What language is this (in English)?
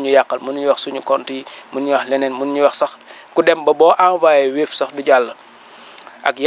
Wolof